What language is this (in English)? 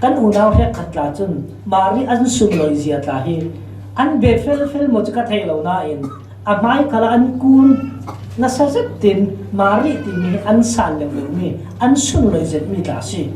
Falam Chin